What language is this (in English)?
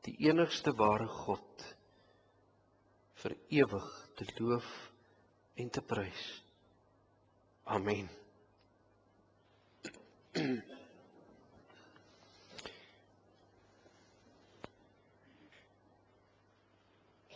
Afrikaans